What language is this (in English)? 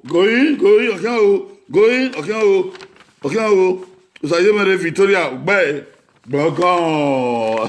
Bini